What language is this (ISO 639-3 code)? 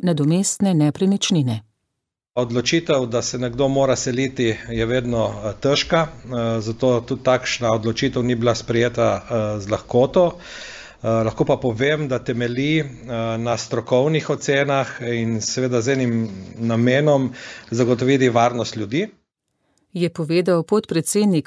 slv